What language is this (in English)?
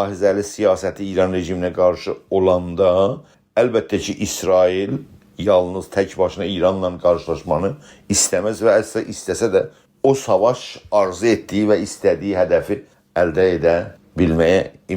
South Azerbaijani